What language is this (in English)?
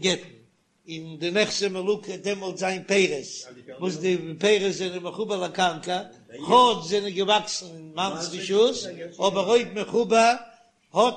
Yiddish